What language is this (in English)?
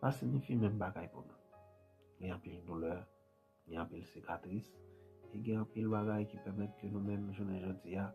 Haitian Creole